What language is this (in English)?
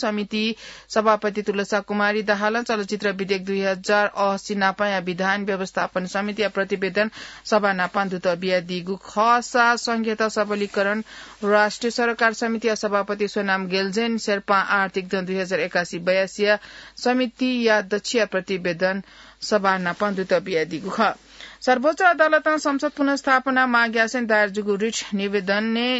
Newari